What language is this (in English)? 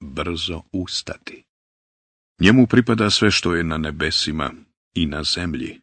Bosnian